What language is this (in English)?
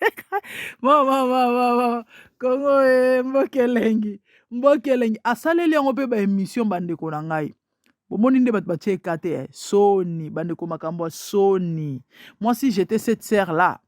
Lingala